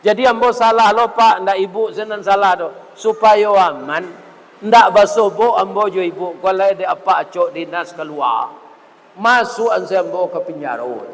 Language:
Minangkabau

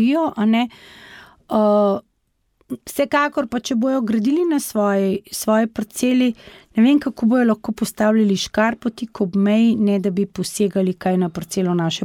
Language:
Slovenian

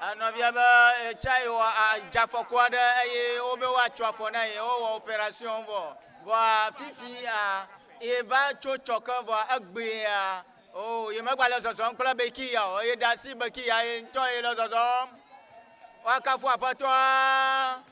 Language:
Ewe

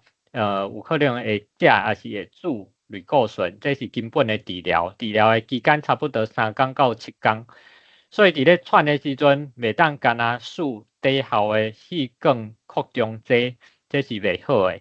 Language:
Min Nan Chinese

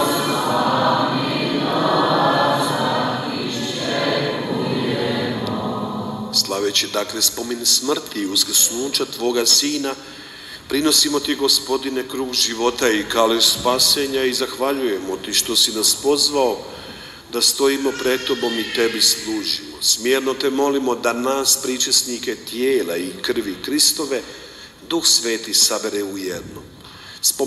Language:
Croatian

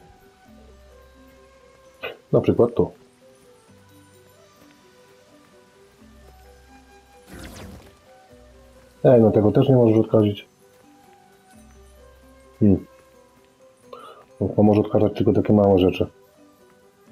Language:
Polish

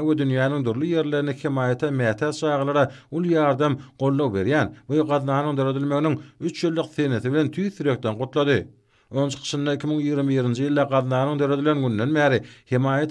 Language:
Turkmen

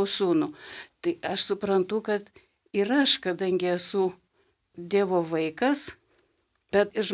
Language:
Lithuanian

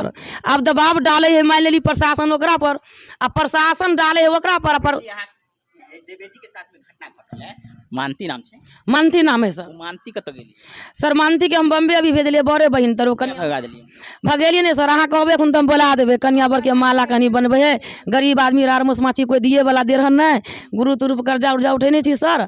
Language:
Maithili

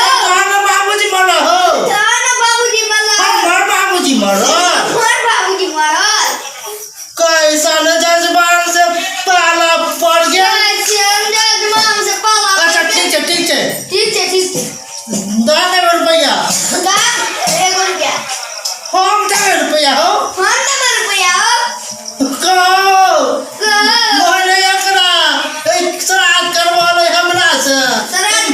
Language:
Maithili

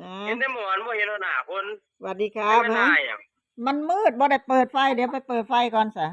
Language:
Northeastern Thai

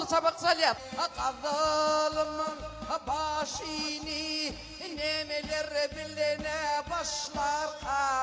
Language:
Turkmen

